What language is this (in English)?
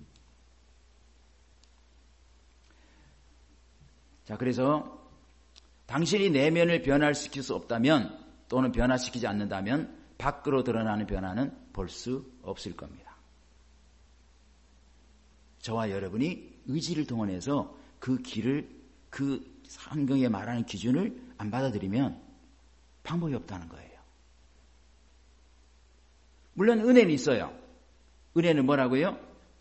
Korean